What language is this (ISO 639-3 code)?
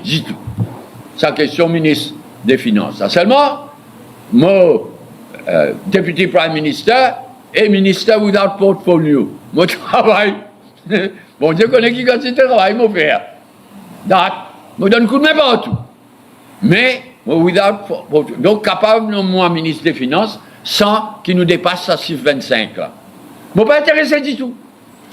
mfe